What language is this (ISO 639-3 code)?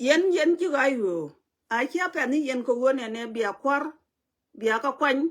nus